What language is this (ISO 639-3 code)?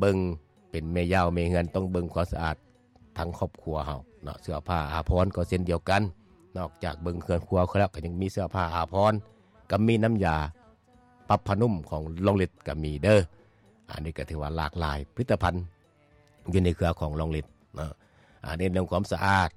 lao